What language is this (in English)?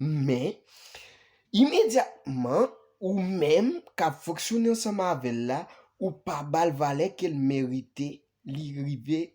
Haitian Creole